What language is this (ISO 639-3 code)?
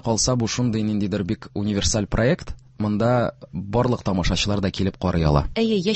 tat